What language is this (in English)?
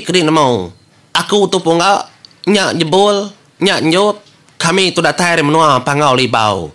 Iban